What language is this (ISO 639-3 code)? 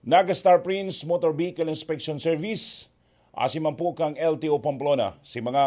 bik